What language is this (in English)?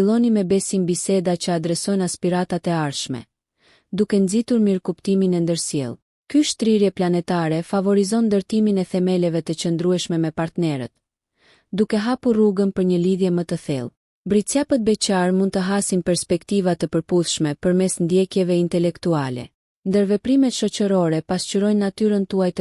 Albanian